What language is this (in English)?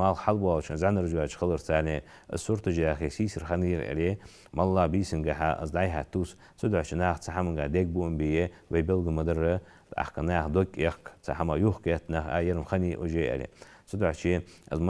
Ingush